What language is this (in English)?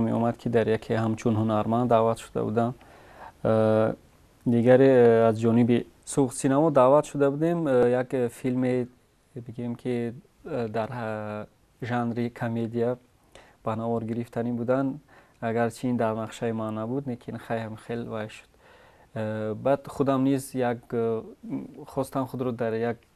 Tajik